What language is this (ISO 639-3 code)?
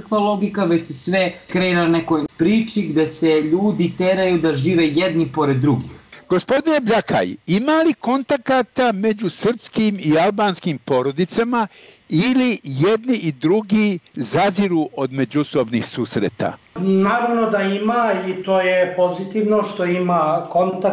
srp